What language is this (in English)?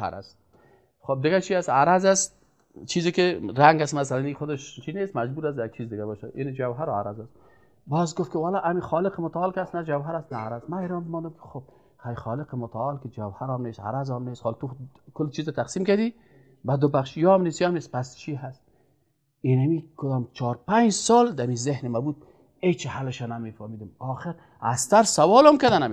Persian